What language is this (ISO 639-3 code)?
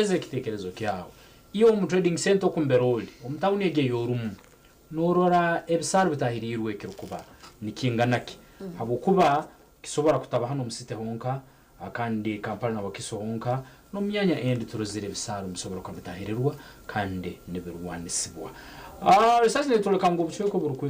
nyn